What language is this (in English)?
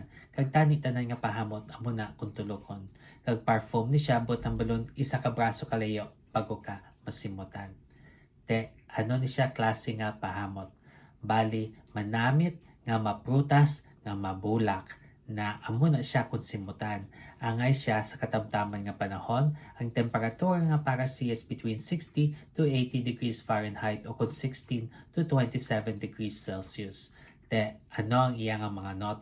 Hiligaynon